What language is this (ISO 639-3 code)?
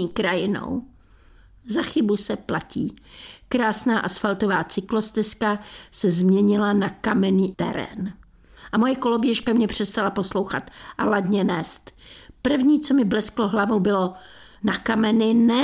ces